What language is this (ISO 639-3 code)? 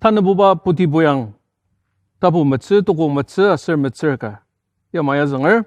njo